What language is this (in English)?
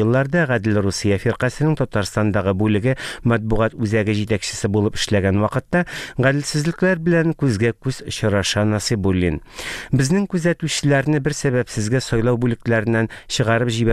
Tatar